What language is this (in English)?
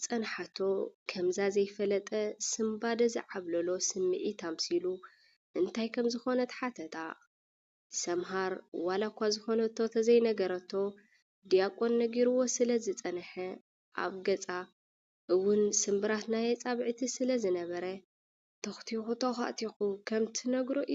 Tigrinya